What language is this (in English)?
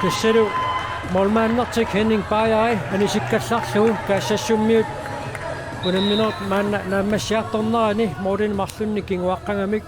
Kalaallisut